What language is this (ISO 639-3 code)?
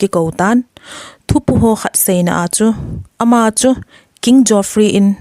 tcz